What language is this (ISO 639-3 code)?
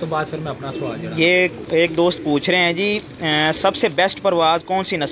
pan